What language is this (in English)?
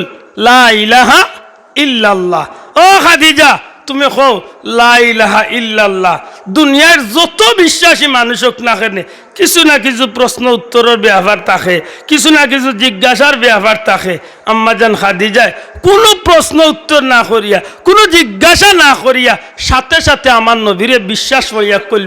Sylheti